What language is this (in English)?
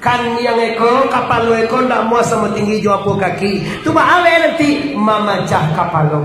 Minangkabau